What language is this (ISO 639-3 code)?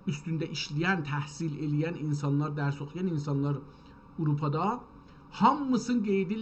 azb